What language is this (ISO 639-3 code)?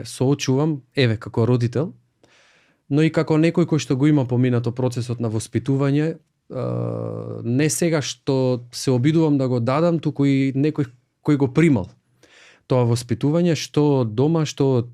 mkd